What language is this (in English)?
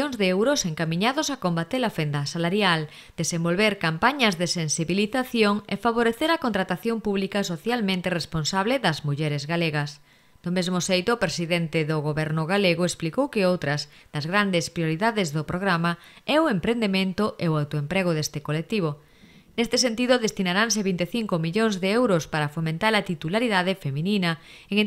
Galician